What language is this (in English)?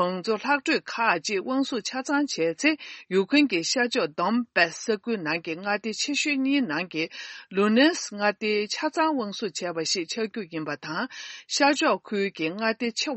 Tibetan